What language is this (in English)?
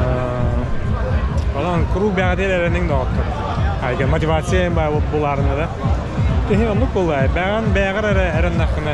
Yakut